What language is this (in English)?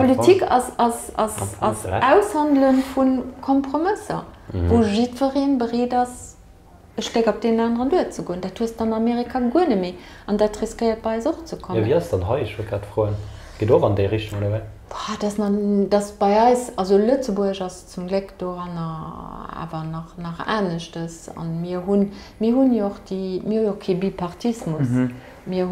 Luxembourgish